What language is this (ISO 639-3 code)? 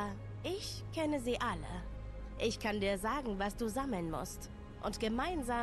deu